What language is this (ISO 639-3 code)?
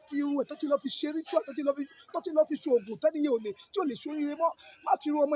yor